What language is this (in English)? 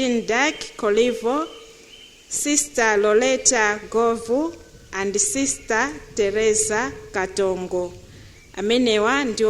Nyanja